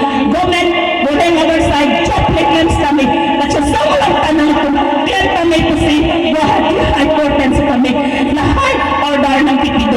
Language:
Karbi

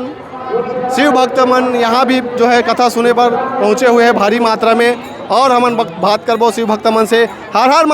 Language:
Chhattisgarhi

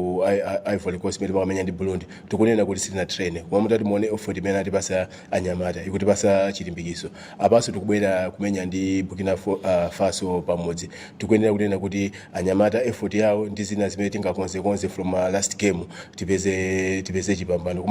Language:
Nyanja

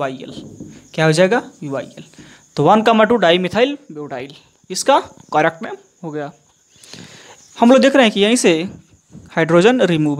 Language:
Hindi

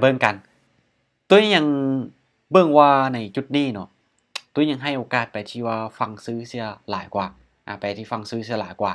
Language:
Lao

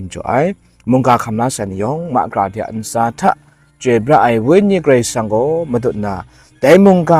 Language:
Kachin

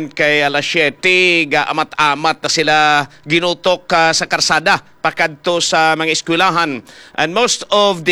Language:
Hiligaynon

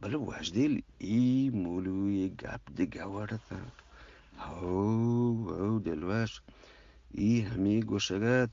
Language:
Eastern Balochi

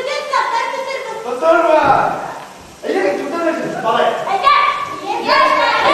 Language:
Bashkir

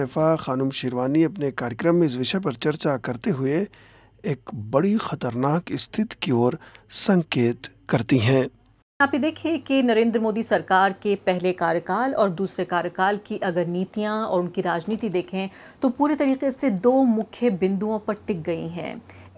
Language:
Hindi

